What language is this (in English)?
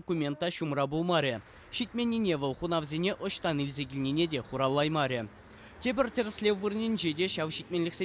Chuvash